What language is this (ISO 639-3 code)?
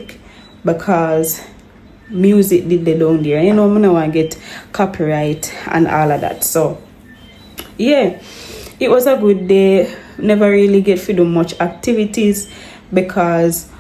jam